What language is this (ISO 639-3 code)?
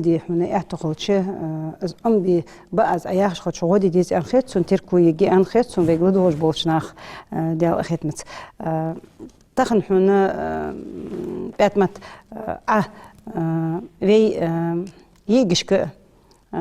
inh